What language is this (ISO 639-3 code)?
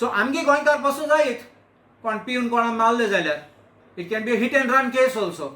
kok